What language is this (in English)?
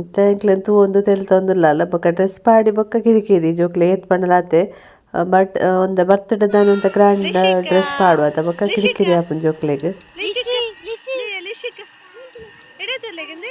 Tulu